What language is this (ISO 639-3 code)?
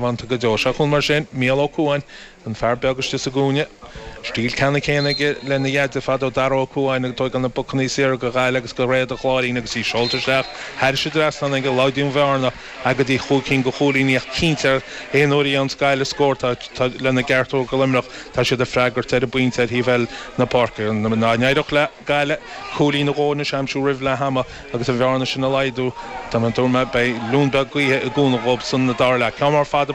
gle